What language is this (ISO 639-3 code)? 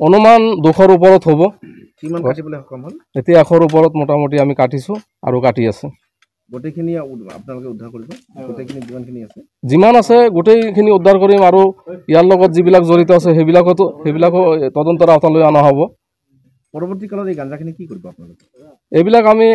asm